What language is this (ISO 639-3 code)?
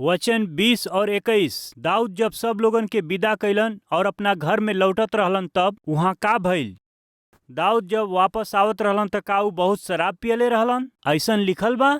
bho